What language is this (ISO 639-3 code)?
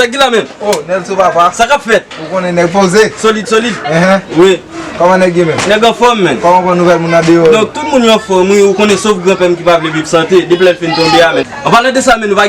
hat